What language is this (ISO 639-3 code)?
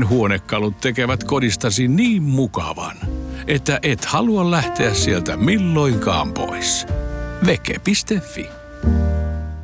fin